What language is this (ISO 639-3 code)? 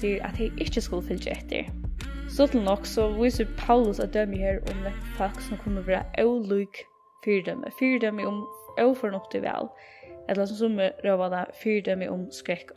fao